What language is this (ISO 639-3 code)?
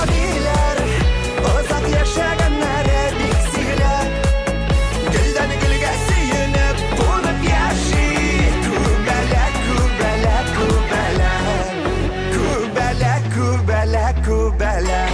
bak